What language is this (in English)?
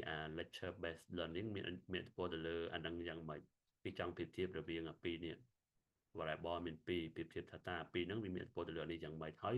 Khmer